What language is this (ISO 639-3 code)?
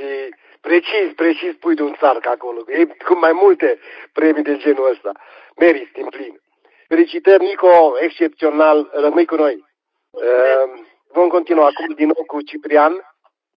ron